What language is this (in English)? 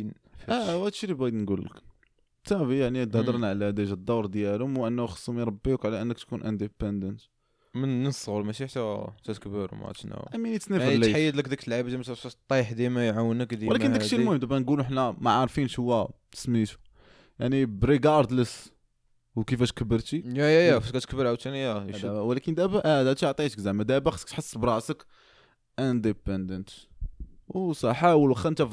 Moroccan Arabic